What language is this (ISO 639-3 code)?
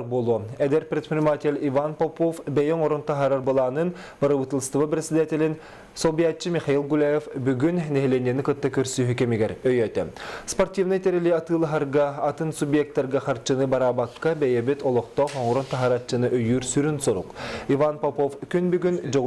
sah